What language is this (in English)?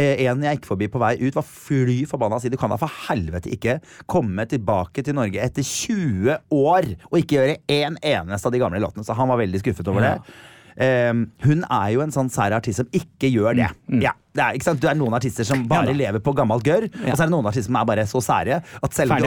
Norwegian